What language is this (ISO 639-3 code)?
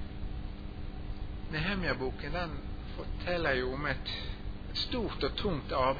nor